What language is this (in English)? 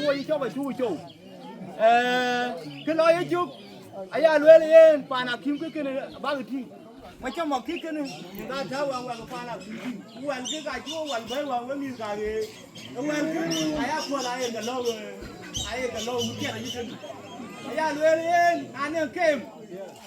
Dinka